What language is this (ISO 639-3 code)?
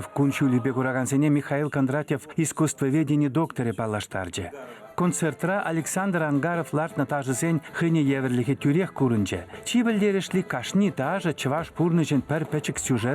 chv